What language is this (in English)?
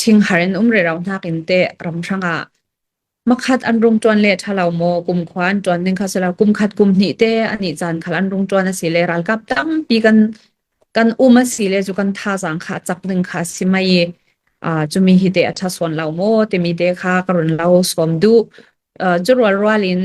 Hakha Chin